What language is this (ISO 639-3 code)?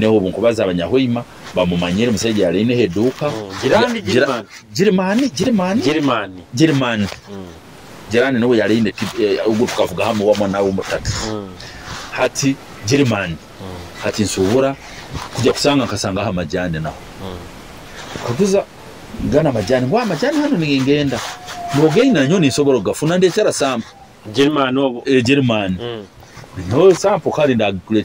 nyo